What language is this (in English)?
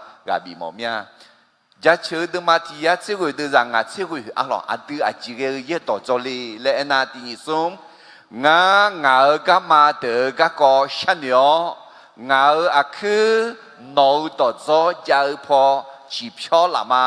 Akha